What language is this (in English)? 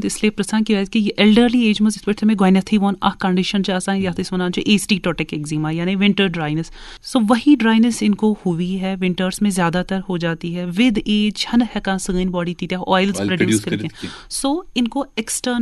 Kashmiri